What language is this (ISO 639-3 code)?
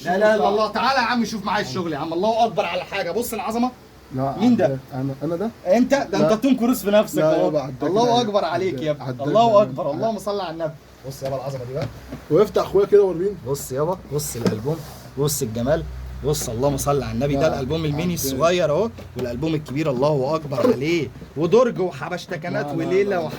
arz